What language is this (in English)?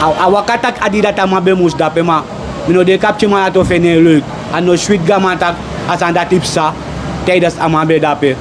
Sranan Tongo